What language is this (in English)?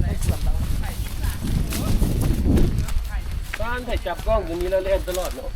Lao